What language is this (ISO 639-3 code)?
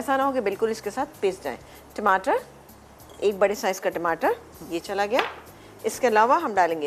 hin